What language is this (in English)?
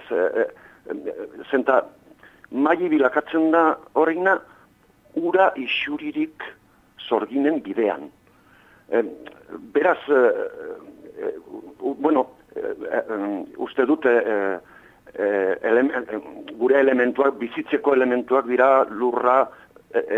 Basque